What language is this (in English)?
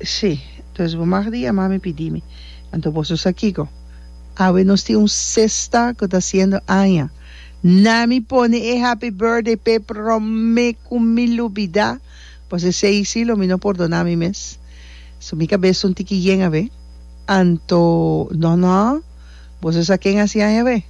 Papiamento